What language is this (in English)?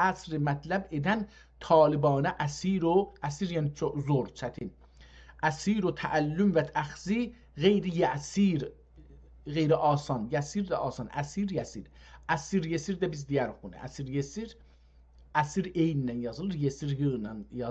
South Azerbaijani